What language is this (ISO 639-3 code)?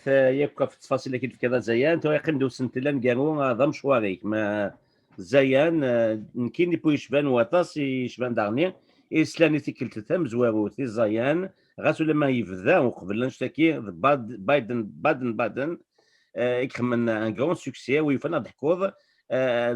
kab